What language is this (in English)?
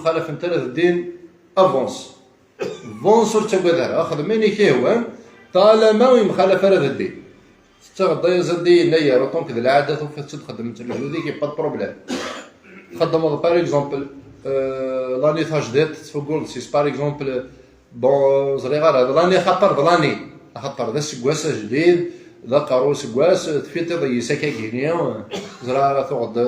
Kabyle